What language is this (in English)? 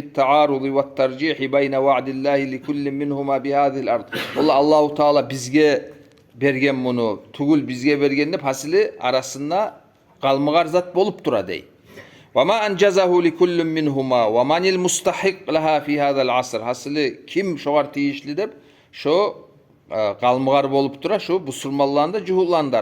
Kumyk